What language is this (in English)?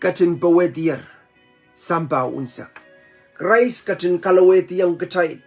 Pohnpeian